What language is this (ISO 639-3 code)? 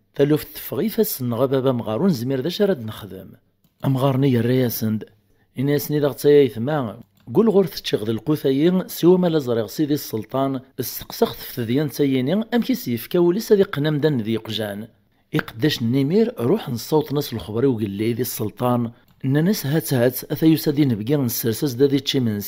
kab